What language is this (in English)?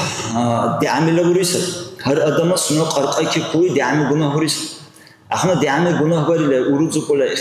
Dargwa